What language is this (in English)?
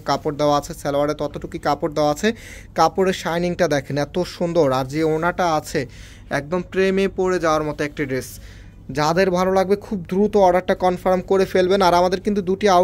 Bangla